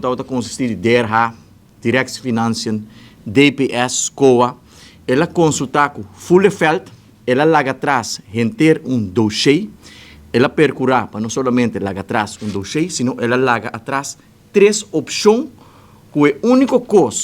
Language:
Papiamento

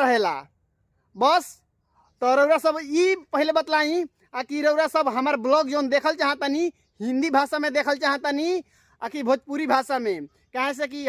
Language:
Bhojpuri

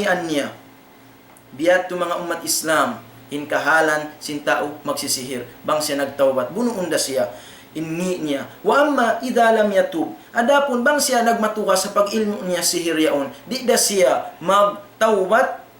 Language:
Tausug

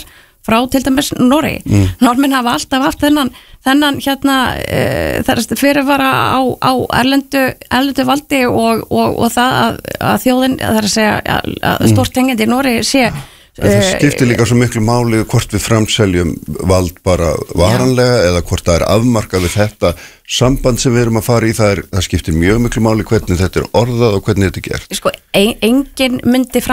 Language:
Icelandic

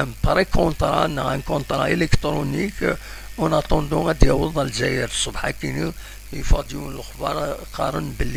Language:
Kabyle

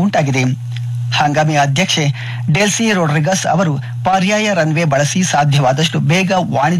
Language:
Kannada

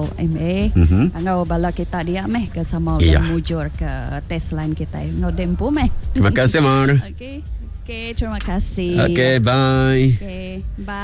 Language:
Iban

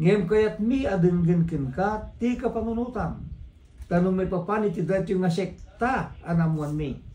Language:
Iloko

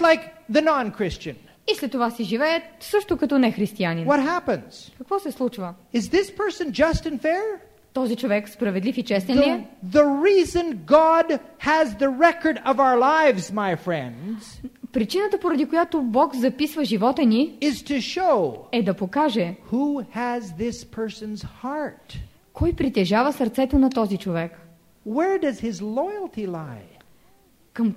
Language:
Bulgarian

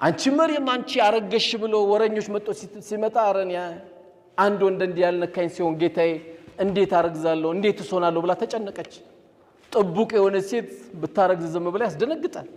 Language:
Amharic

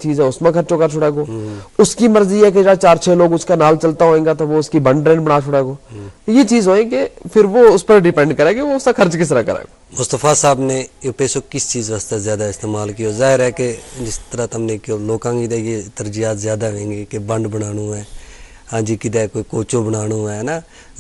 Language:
Gujari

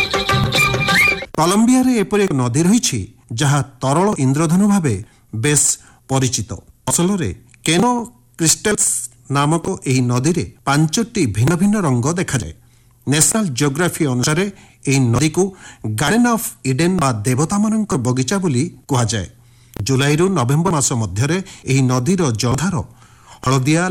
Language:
Odia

